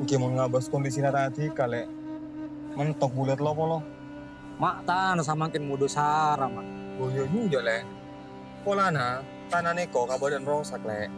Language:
Madurese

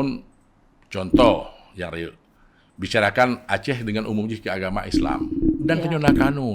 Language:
Achinese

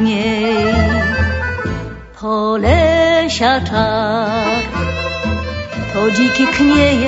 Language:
Polish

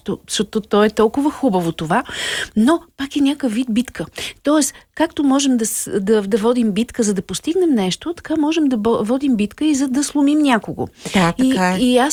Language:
Bulgarian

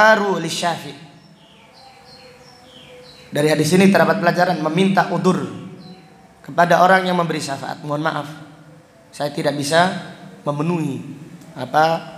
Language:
Indonesian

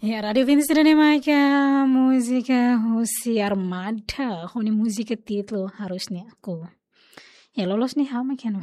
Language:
Tetum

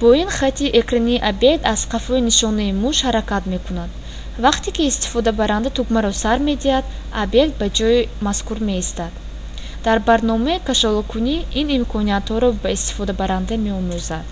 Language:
Tajik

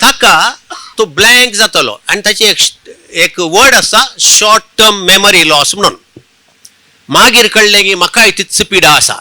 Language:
Konkani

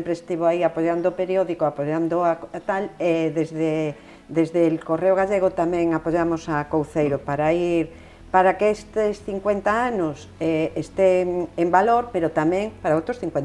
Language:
Galician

